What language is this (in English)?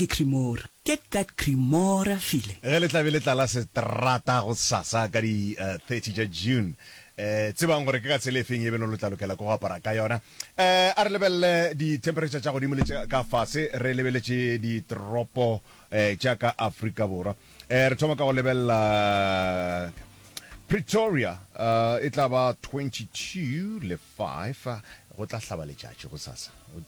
Northern Sotho